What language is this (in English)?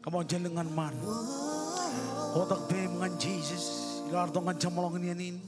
Marshallese